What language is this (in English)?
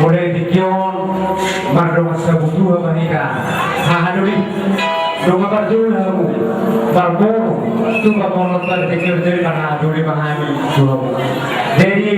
Batak Toba